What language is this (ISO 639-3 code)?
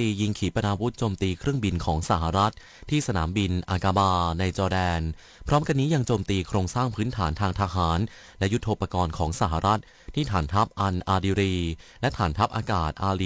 tha